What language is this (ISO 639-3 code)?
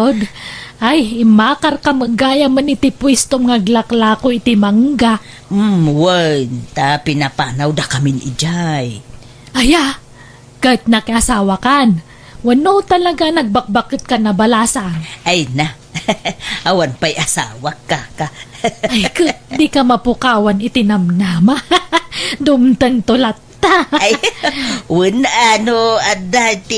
ilo